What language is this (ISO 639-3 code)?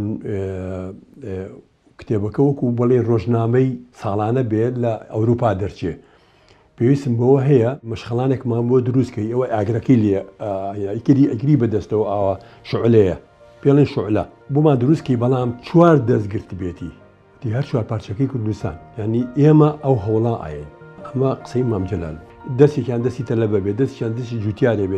ckb